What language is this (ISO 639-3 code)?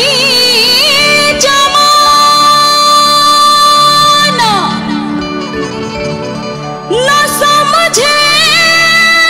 bho